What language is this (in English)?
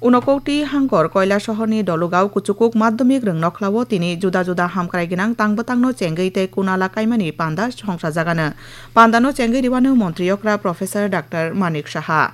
Kok Borok